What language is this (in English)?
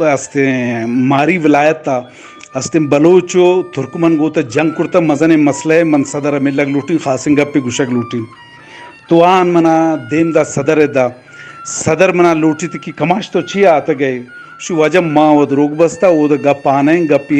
Eastern Balochi